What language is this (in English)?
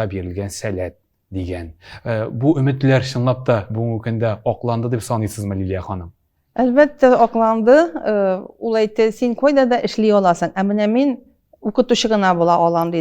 Tatar